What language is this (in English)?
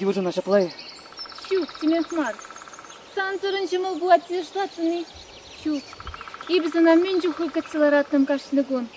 Chuvash